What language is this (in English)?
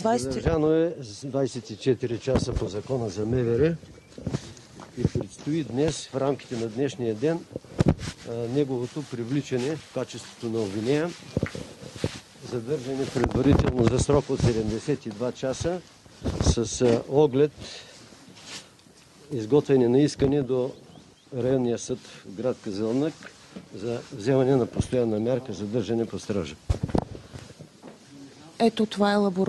Bulgarian